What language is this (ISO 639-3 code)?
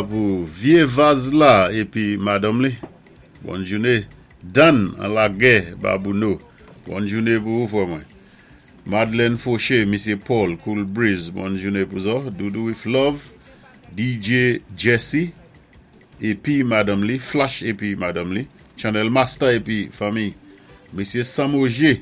acf